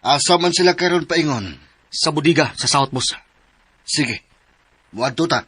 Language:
Cebuano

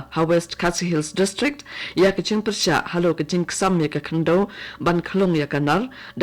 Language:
Khasi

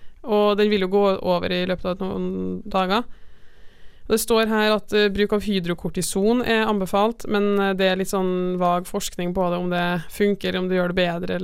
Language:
Norwegian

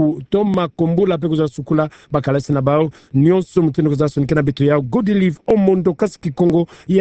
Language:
Kituba (Democratic Republic of Congo)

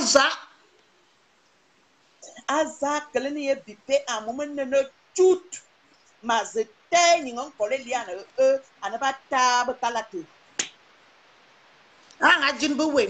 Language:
French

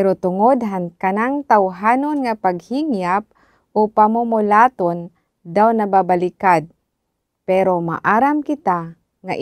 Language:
Waray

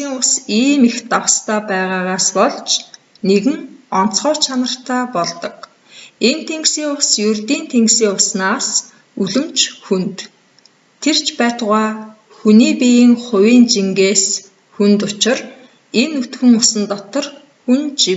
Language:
Mongolian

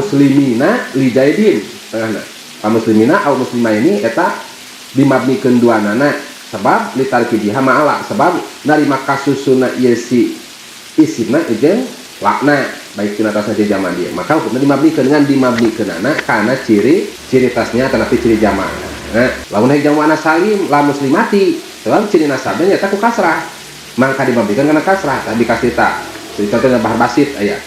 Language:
Sundanese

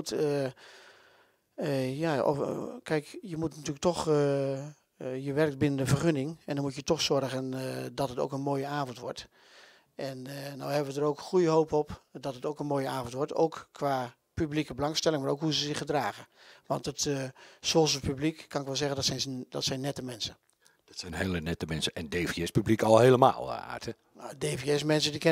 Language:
Dutch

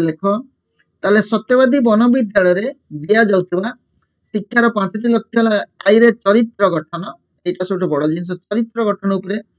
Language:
Odia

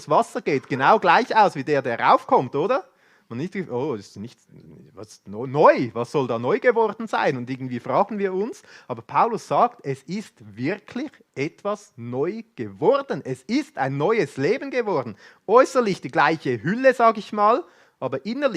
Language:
Swiss German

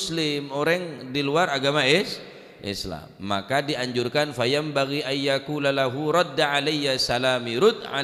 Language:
Madurese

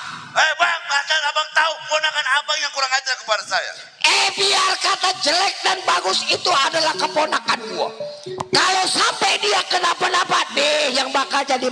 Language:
Betawi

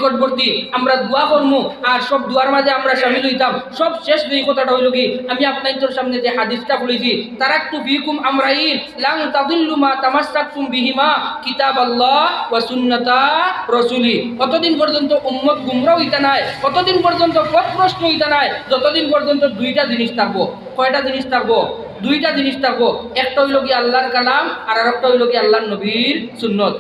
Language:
Sylheti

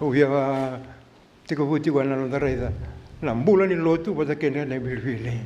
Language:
Fijian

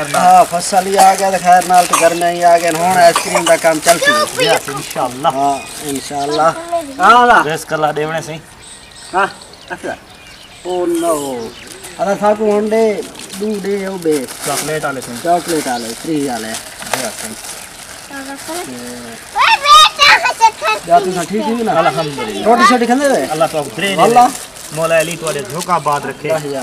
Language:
Saraiki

